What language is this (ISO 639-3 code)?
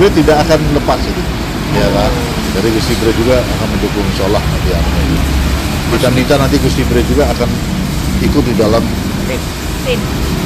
ind